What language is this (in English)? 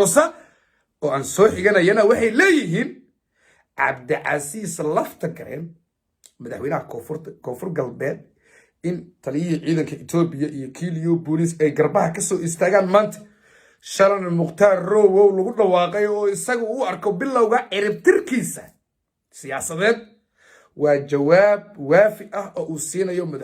Somali